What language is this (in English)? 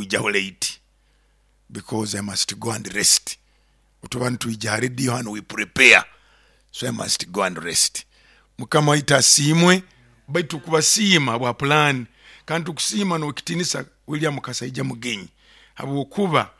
Nyoro